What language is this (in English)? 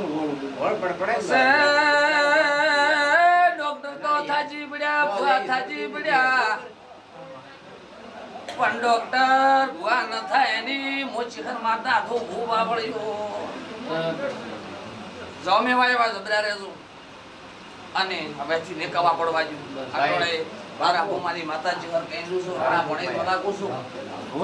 Gujarati